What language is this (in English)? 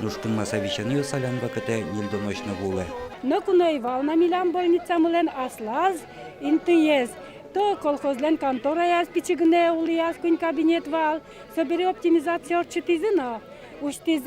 Udmurt